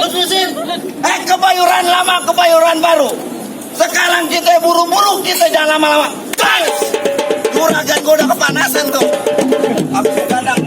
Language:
Betawi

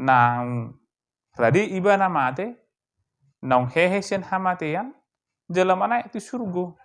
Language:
Batak Toba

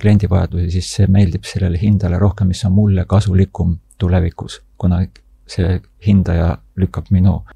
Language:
Estonian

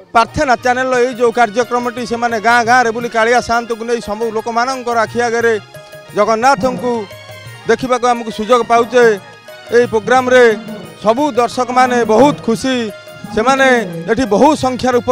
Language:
Odia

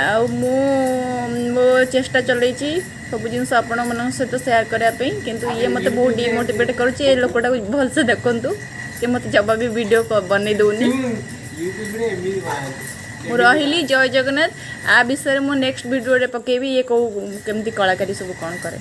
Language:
Odia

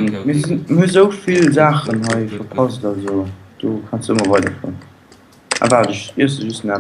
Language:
Luxembourgish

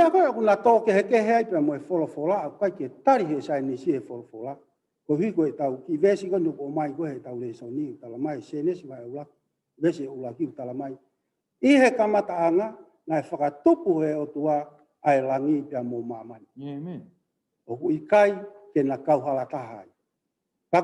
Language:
Tongan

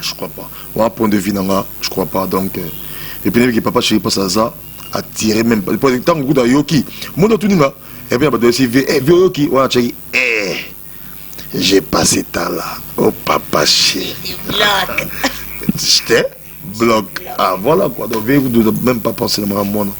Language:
Lingala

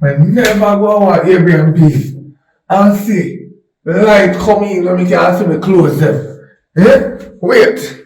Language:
Jamaican Creole English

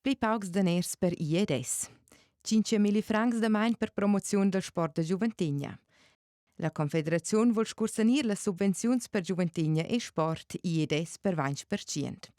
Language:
Romansh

